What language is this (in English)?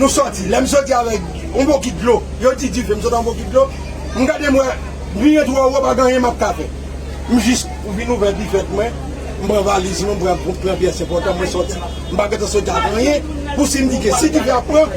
Haitian Creole